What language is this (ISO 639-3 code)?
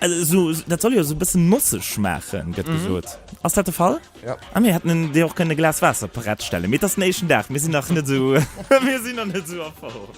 ltz